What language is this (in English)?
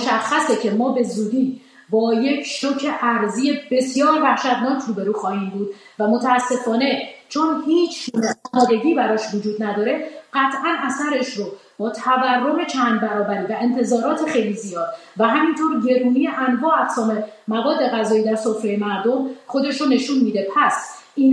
Persian